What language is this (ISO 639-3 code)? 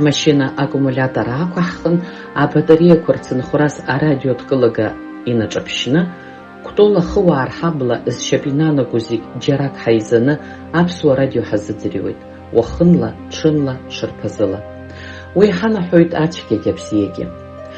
abk